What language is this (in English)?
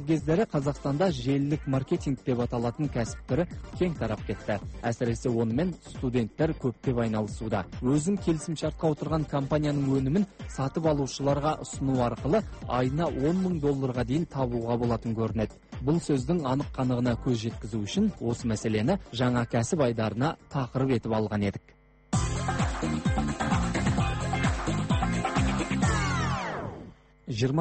Kazakh